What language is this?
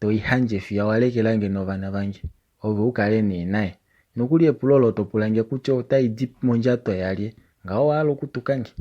Kuanyama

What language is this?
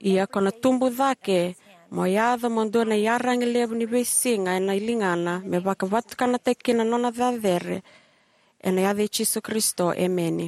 Fijian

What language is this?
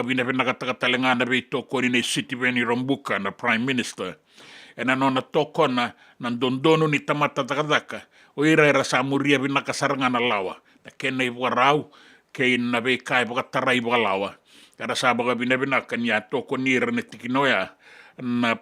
Fijian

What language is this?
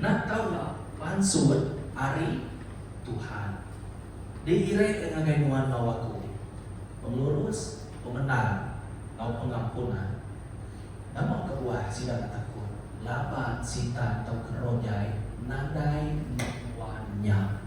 Iban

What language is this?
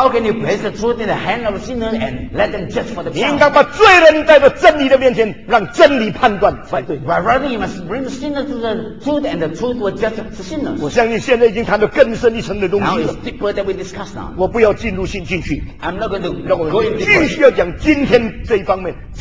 Chinese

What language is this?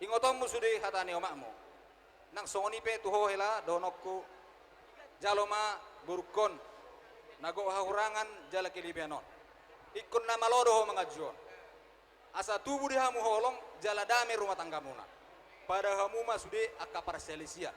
Batak Toba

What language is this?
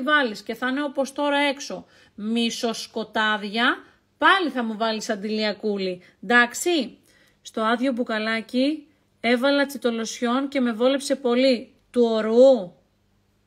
Greek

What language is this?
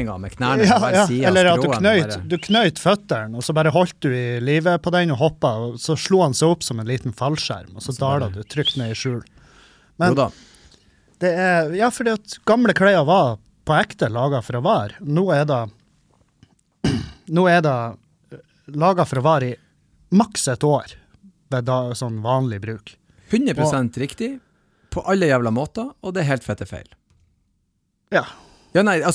Norwegian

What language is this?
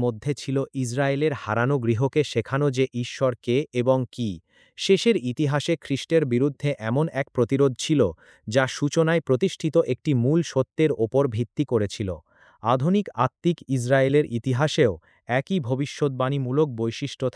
Bangla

